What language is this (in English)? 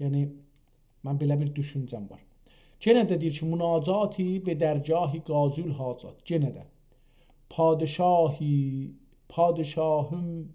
South Azerbaijani